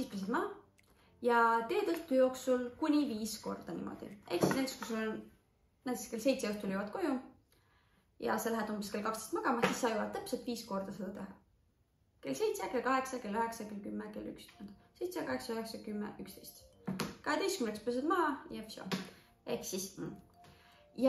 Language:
Estonian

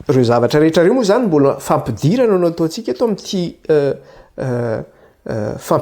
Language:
Malagasy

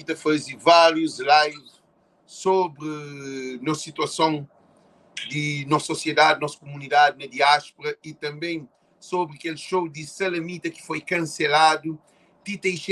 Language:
Kabuverdianu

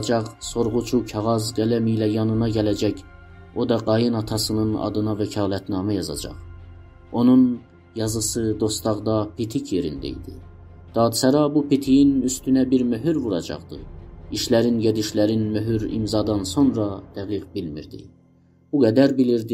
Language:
South Azerbaijani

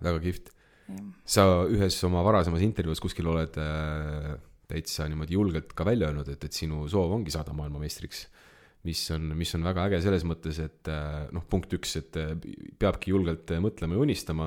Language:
Estonian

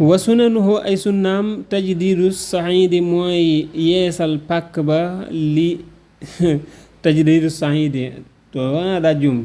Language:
Wolof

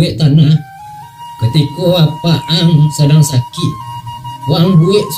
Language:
Minangkabau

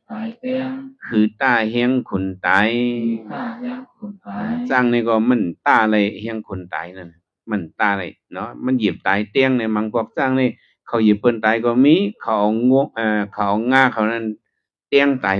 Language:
Shan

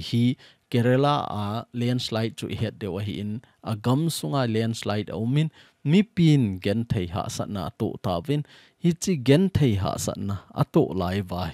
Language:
Thado Chin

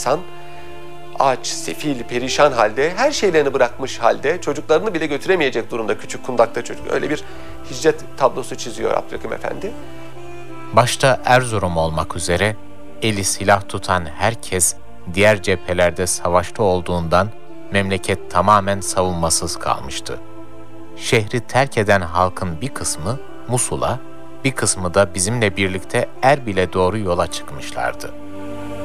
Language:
Turkish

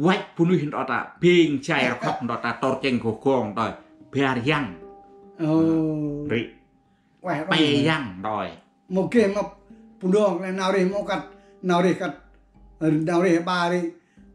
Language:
Central Mnong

